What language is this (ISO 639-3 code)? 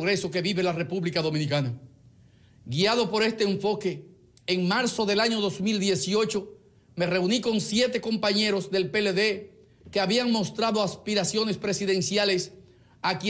spa